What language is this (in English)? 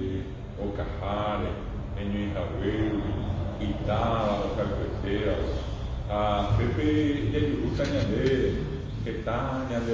Guarani